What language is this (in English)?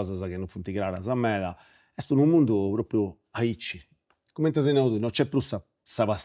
Sardinian